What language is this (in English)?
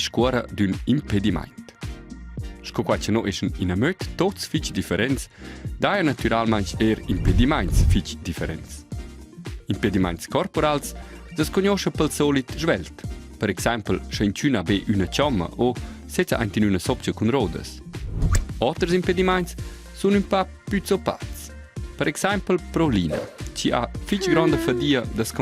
Romansh